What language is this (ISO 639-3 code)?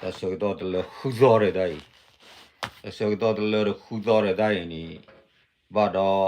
ksw